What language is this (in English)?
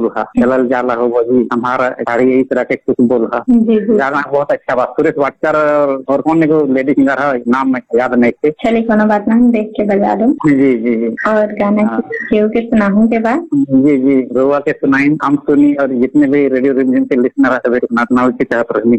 Bhojpuri